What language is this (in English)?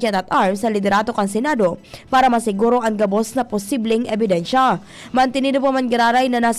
Bikol